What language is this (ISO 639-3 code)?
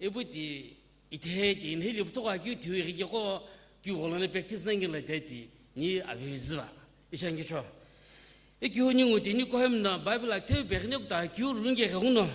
nsm